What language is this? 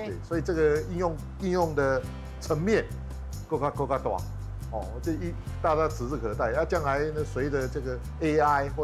Min Nan Chinese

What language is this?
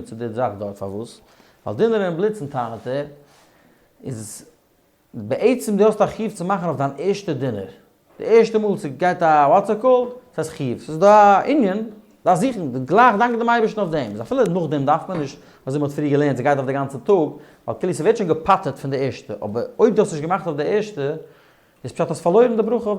Yiddish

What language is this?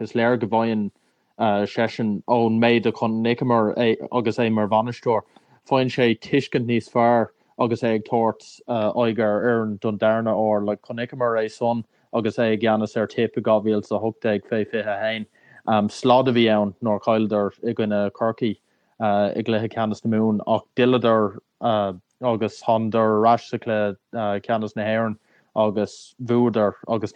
Irish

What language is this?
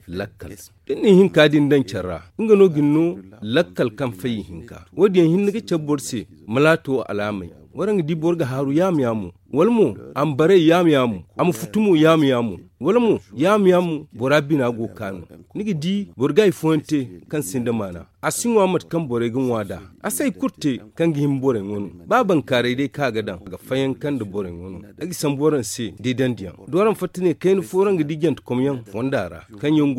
Zarma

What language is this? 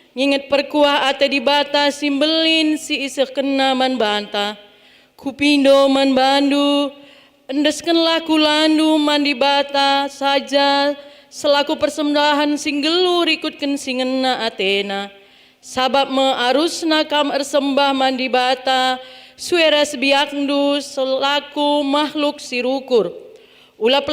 Batak Karo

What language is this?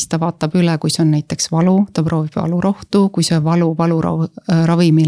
Estonian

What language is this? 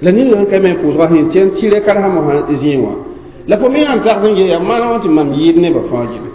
Mossi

